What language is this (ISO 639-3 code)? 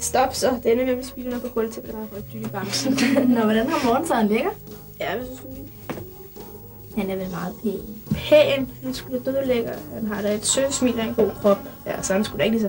dan